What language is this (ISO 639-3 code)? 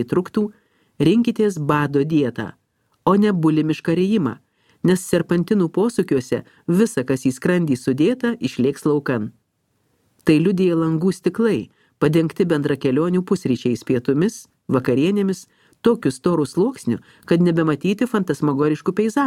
lit